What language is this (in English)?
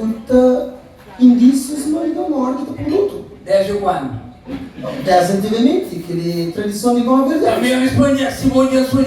Kabuverdianu